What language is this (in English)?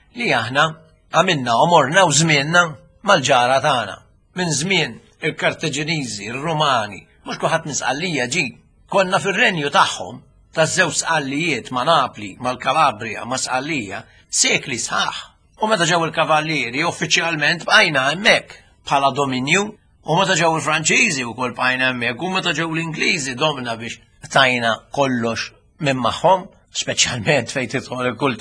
Maltese